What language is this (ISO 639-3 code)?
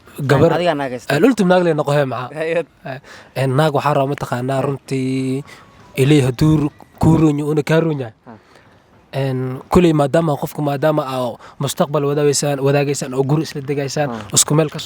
som